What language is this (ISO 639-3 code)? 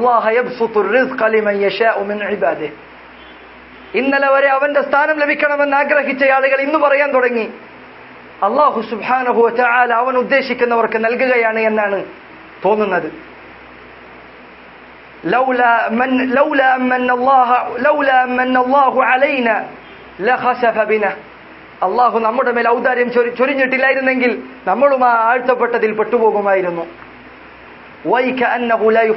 mal